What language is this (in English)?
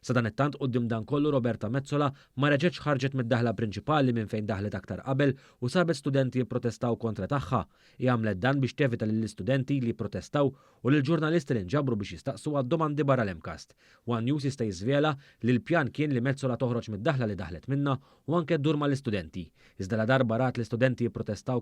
Maltese